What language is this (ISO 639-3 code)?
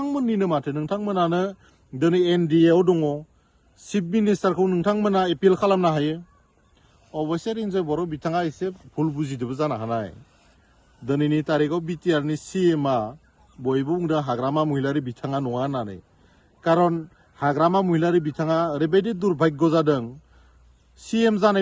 brx